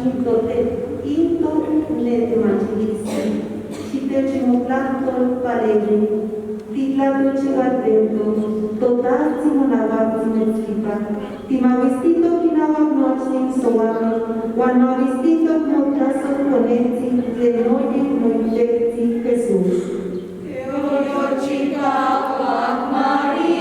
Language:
Eastern Huasteca Nahuatl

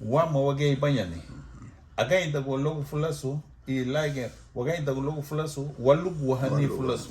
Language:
Garifuna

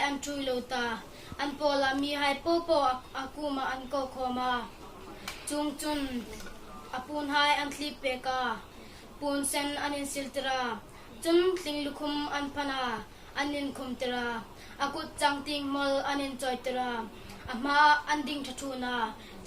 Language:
Hmar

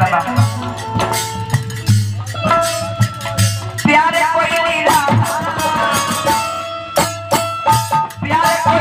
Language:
Bhojpuri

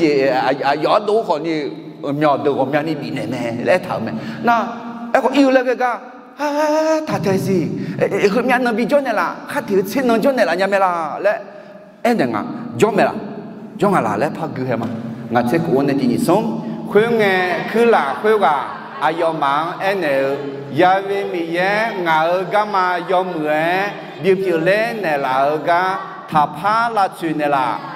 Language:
Akha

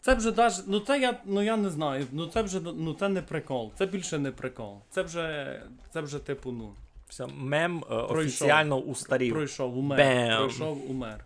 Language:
Rusyn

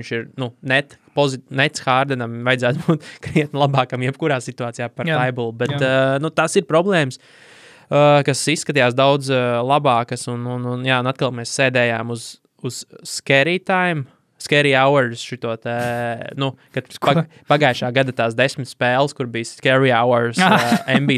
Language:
Latvian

